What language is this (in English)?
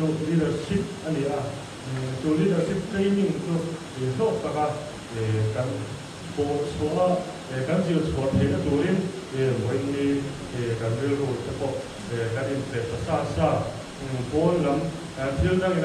Mizo